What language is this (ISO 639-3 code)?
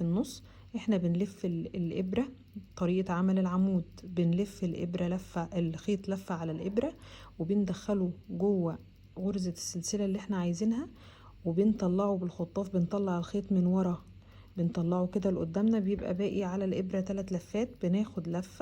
arz